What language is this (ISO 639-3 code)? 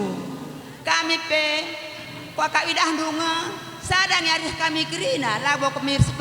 btx